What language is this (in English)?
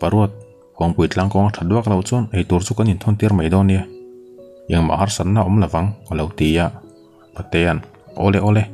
Mizo